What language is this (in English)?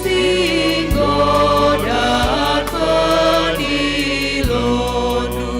Batak Karo